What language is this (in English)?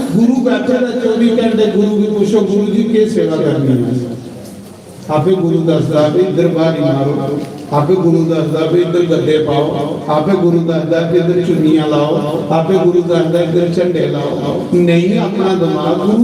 Dogri